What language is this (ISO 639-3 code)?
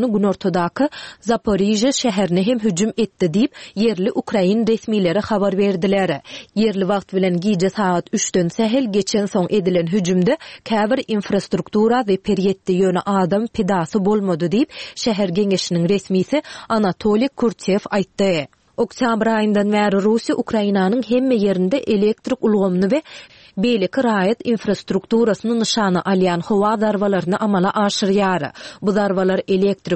tuk